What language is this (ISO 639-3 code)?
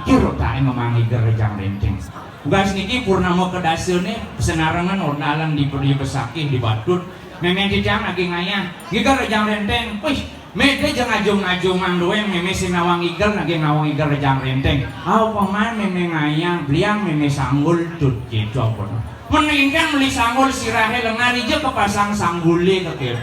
ban